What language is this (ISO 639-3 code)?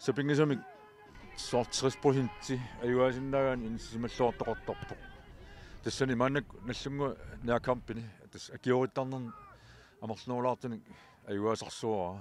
kal